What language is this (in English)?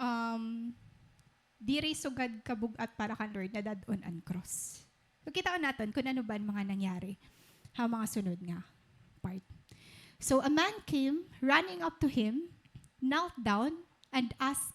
Waray